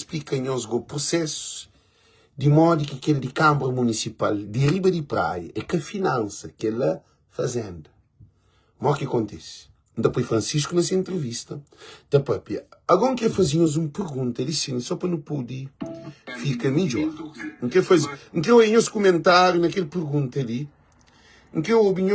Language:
Kabuverdianu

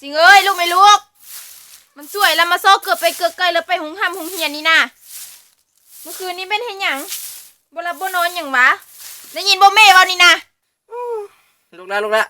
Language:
Lao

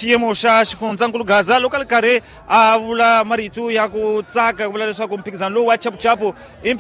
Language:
Tsonga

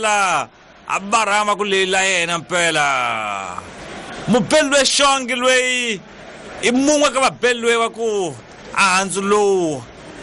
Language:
Tsonga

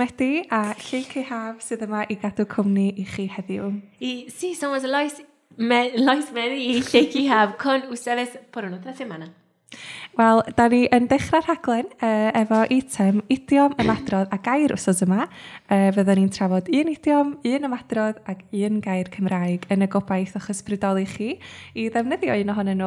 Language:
Welsh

